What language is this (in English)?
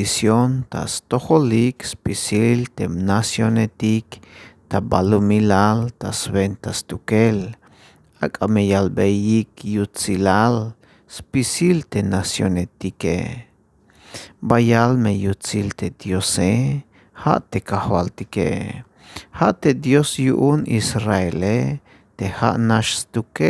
Tzeltal